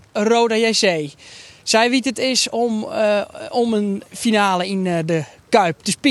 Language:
Western Frisian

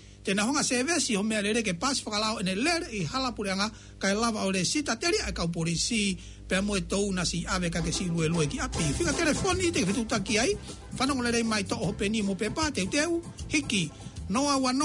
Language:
Tongan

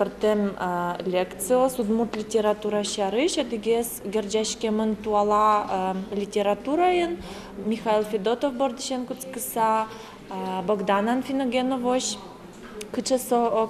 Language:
Udmurt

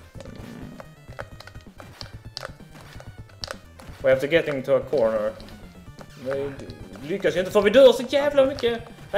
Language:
Swedish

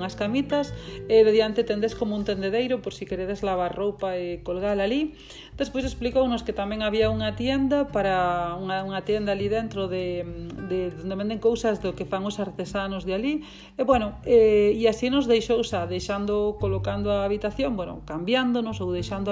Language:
Galician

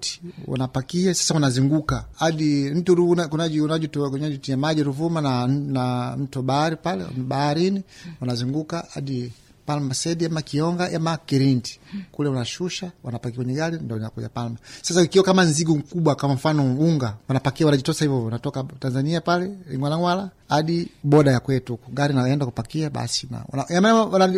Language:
Swahili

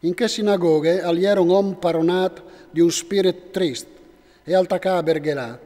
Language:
Friulian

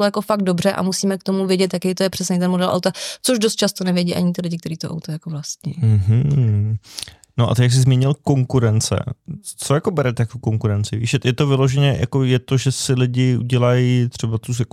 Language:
Czech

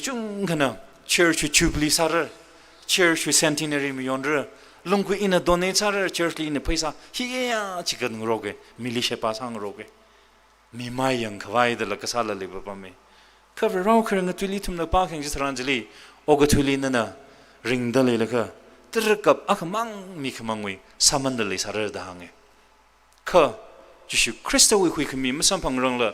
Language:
Tangkhul Naga (India)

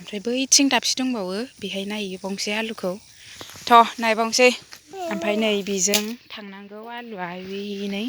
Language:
Bodo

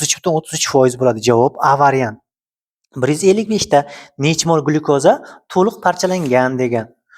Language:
Uzbek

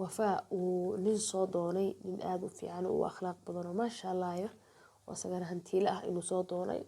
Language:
Somali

